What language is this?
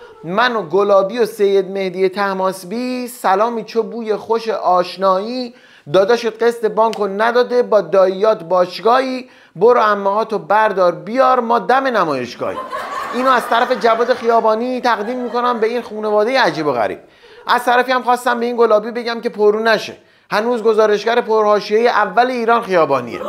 Persian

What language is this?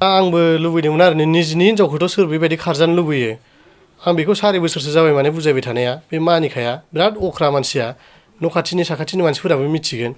Bodo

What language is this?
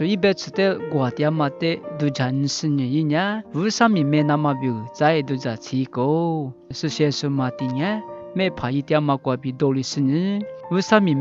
Lisu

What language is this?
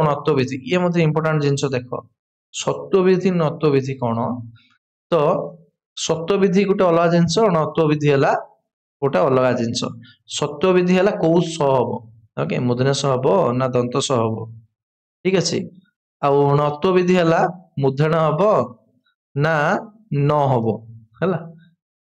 Odia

